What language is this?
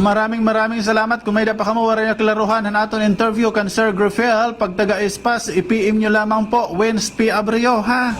Waray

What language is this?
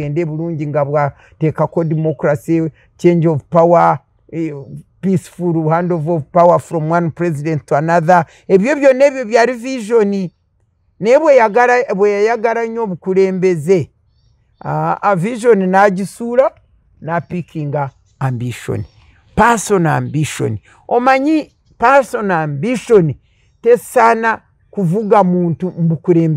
Ganda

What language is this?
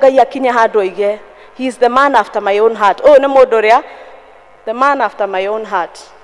Kikuyu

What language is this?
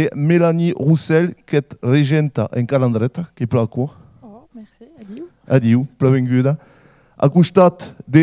Occitan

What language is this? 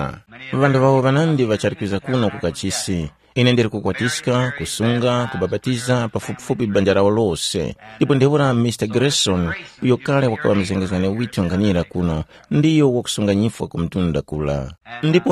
Tumbuka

